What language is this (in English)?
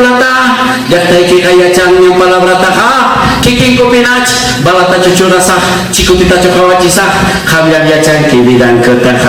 Ayacucho Quechua